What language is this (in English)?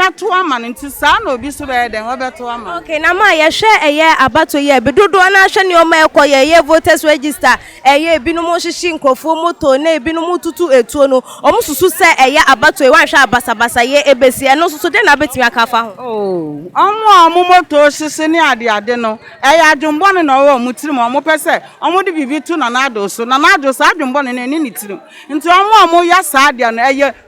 Akan